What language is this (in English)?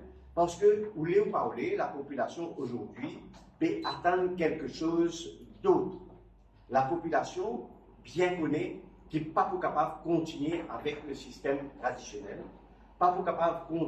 Morisyen